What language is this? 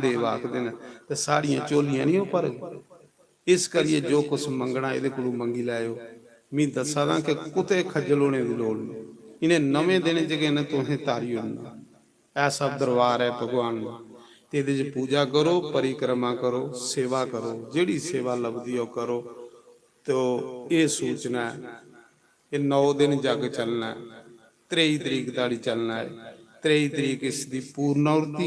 Dogri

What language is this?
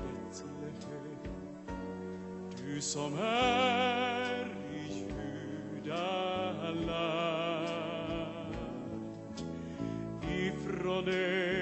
Swedish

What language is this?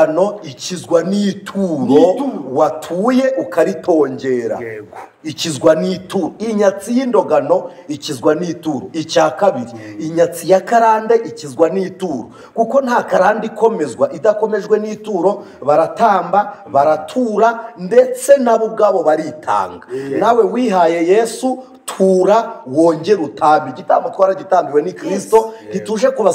Kinyarwanda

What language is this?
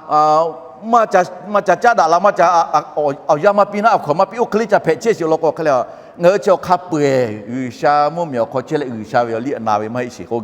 Lahu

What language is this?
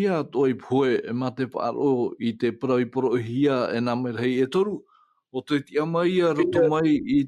Tahitian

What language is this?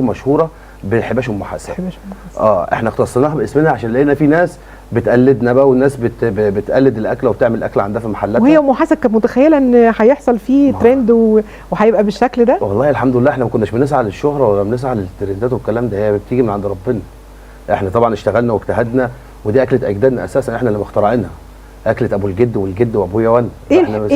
Egyptian Arabic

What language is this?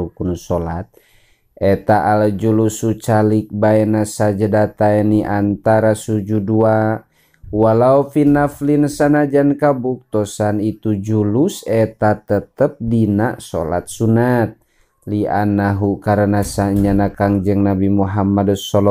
Sundanese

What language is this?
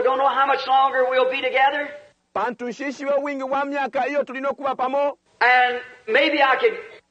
Bemba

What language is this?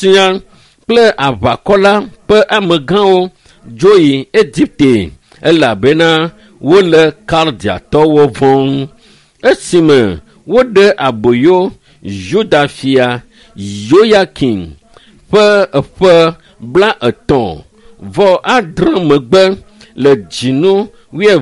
Ewe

